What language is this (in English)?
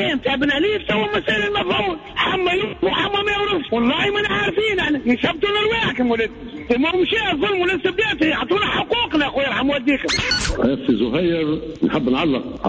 Tunisian Arabic